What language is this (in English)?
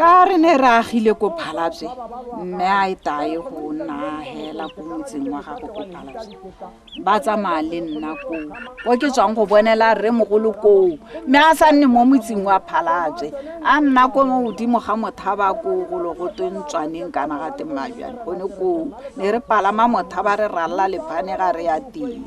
Tswana